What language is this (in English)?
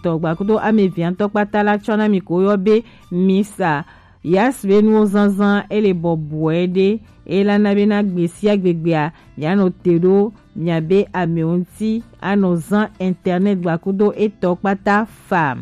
Gen